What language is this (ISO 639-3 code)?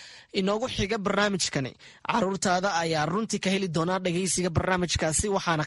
som